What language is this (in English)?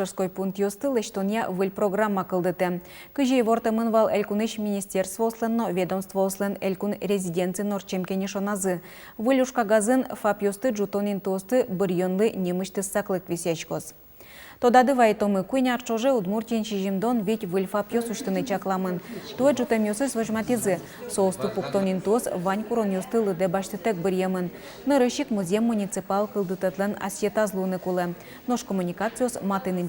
Udmurt